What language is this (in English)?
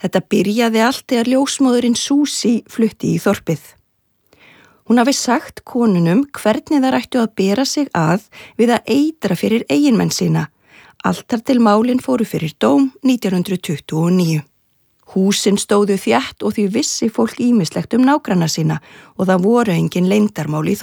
Icelandic